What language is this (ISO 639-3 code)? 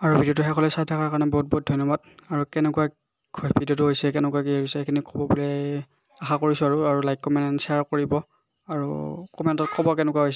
asm